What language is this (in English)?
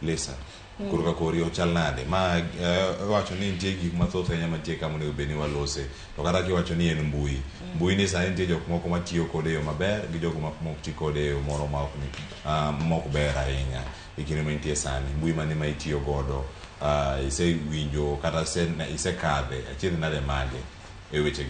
Luo (Kenya and Tanzania)